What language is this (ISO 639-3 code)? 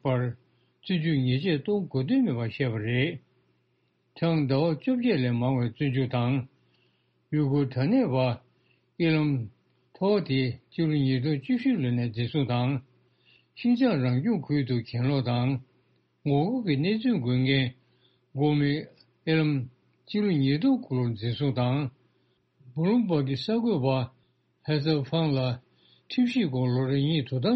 bod